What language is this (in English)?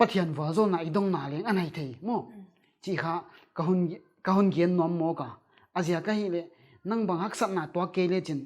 Paite Chin